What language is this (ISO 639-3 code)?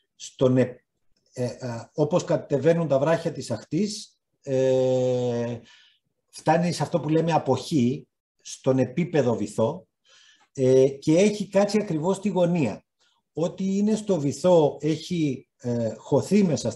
ell